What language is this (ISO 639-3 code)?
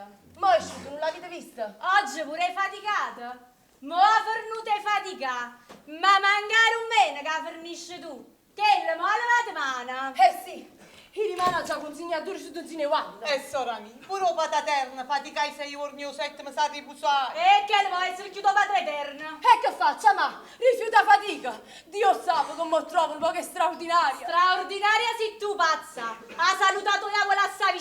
nap